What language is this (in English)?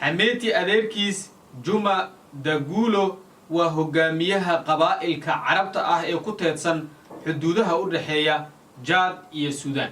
Somali